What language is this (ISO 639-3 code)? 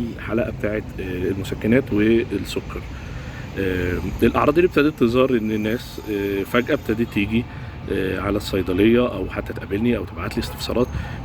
arz